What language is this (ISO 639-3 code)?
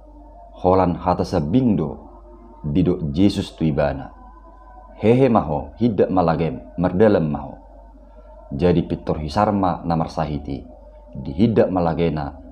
bbc